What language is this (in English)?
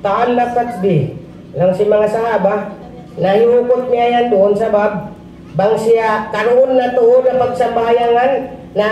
Tausug